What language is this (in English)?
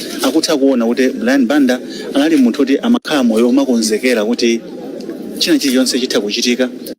Nyanja